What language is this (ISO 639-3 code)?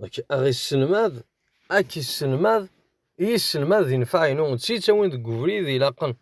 kab